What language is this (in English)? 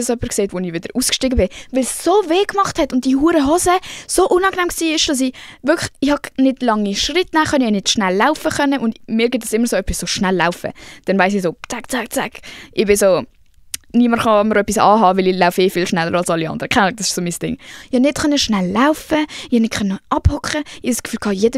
Swiss German